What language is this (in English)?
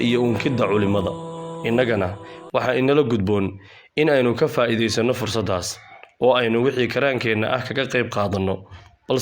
Somali